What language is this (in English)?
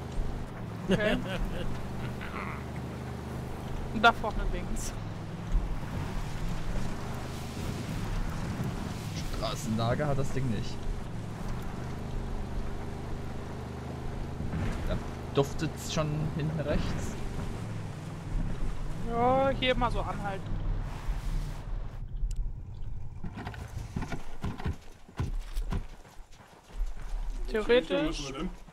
German